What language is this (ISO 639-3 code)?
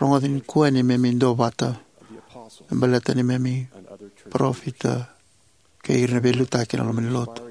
fij